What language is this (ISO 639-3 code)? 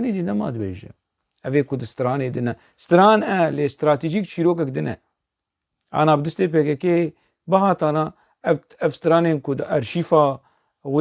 kur